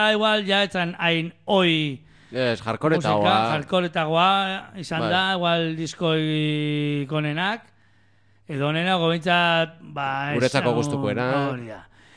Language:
Basque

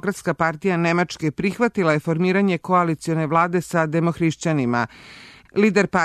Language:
Serbian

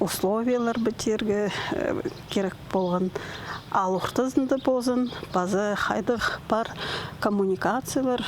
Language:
Khakas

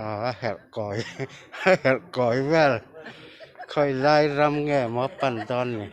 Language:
Mizo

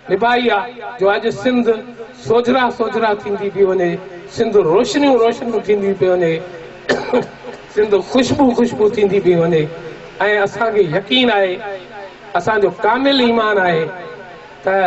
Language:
Sindhi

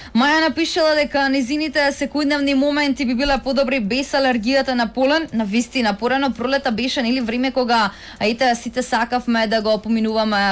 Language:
Macedonian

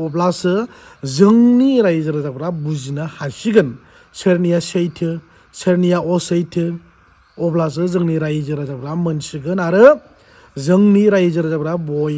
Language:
Bodo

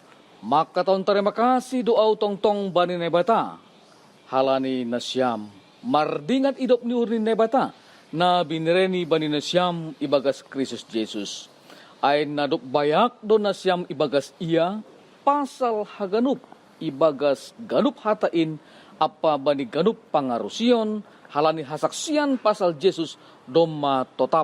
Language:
Batak Simalungun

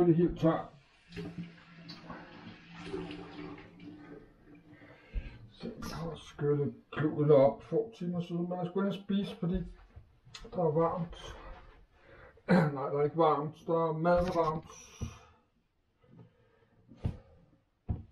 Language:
Danish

